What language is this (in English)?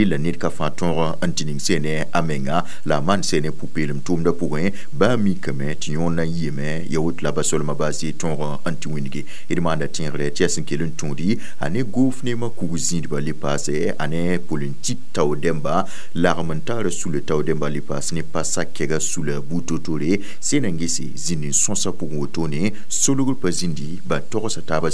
Mossi